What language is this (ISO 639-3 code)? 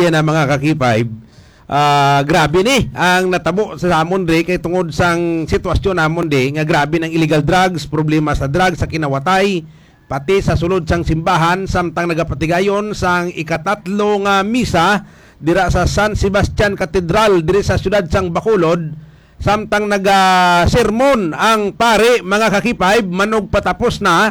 hil